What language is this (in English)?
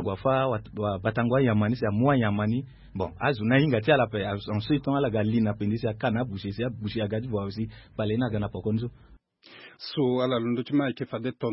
Sango